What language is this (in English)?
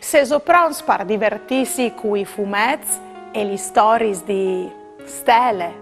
Friulian